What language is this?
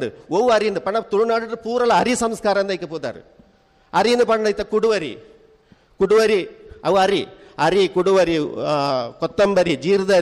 Tulu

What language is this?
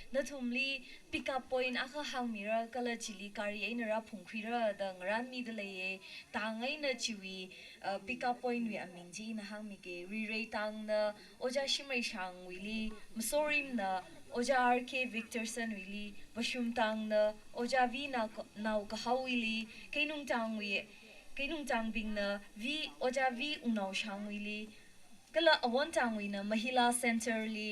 Tangkhul Naga (India)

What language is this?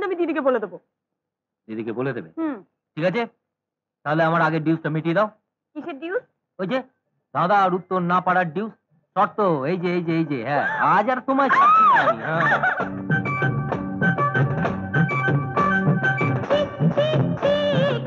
Bangla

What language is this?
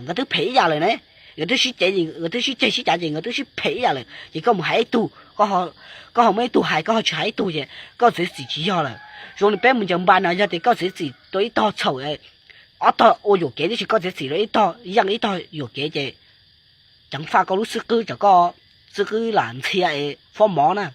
Hmong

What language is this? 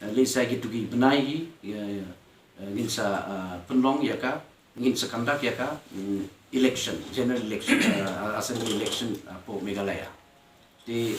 Khasi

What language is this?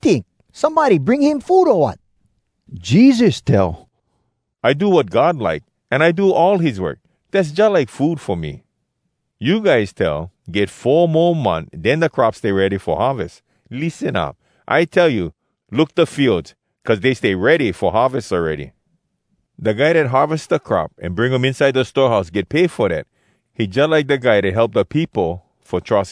Hawai'i Creole English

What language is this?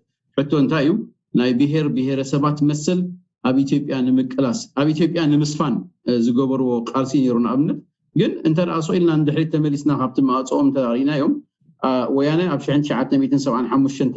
Tigrinya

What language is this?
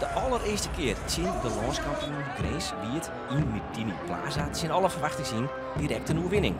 Western Frisian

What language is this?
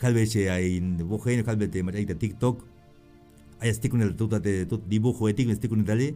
Tzeltal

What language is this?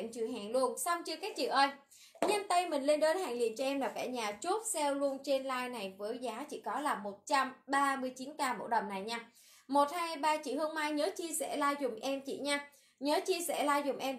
Vietnamese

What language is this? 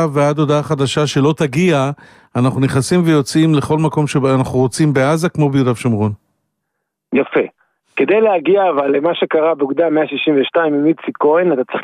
Hebrew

